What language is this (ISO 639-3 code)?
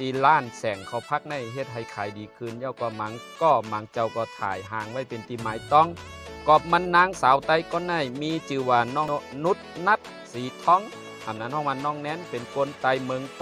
shn